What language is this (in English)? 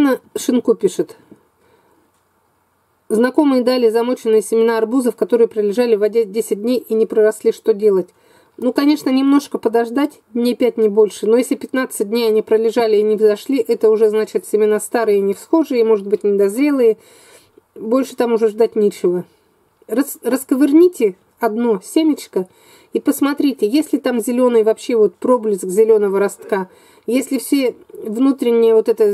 Russian